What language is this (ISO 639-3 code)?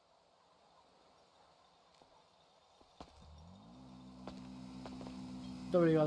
por